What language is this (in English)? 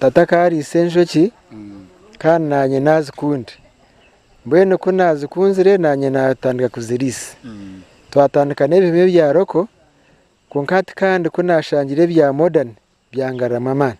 Nyankole